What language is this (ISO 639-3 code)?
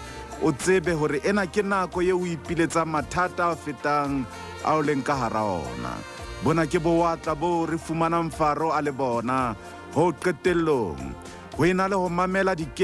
sot